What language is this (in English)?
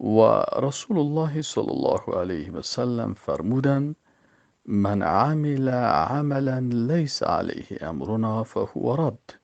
Persian